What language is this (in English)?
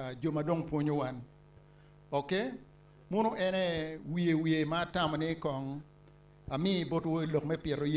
Acoli